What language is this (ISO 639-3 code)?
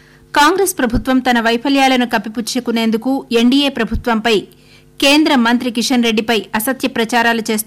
tel